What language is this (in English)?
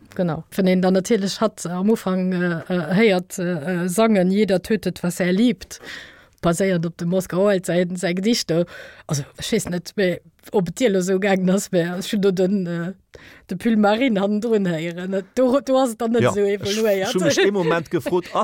Luxembourgish